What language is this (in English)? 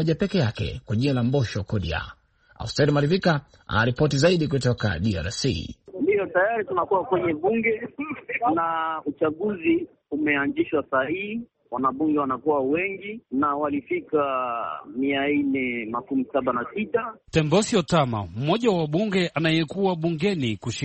Swahili